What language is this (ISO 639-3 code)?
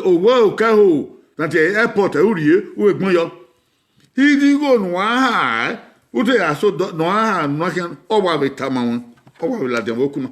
bin